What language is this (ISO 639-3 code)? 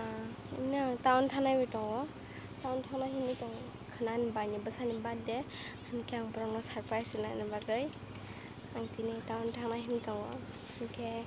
trp